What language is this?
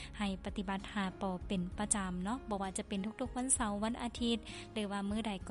Lao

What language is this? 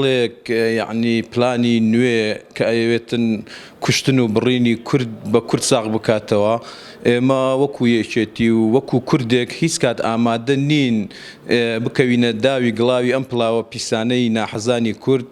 Central Kurdish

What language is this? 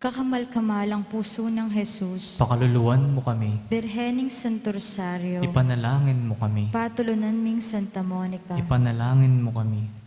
Pampanga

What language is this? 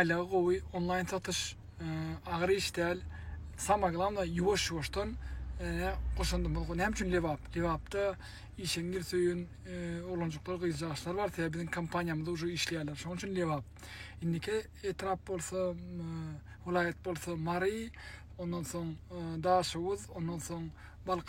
Turkmen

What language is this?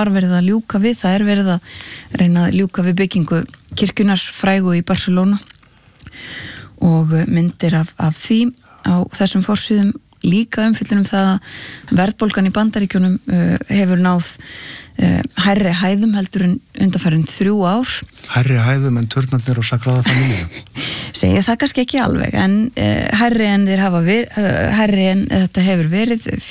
Icelandic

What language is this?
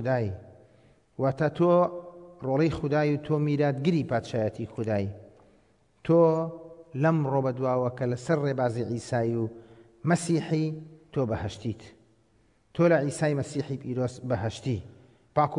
Central Kurdish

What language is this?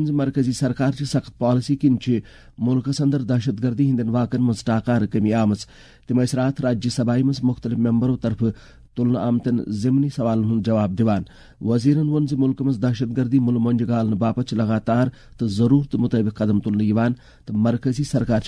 Kashmiri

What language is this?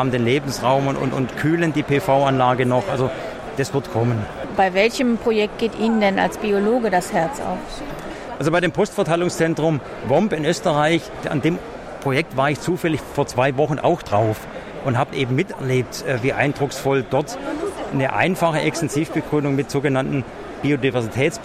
German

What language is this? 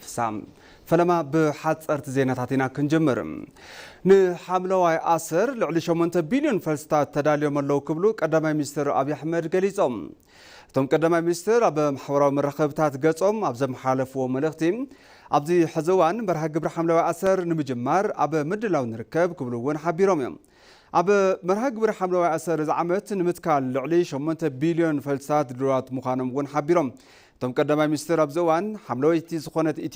Tigrinya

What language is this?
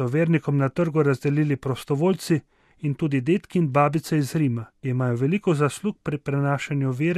Slovenian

